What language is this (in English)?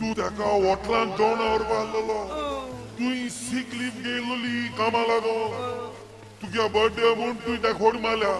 Konkani